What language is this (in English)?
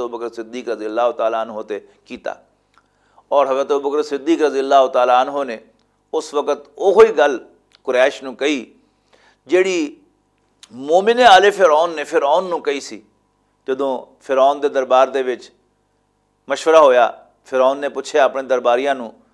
Western Panjabi